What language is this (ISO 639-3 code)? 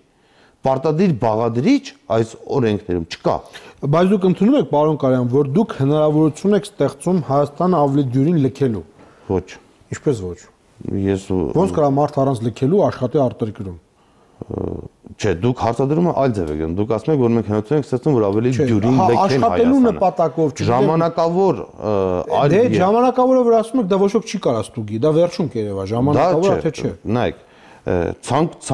hye